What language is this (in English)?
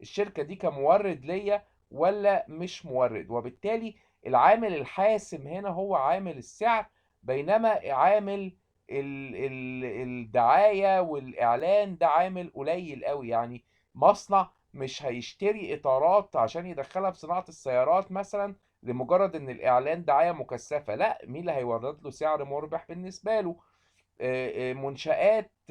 Egyptian Arabic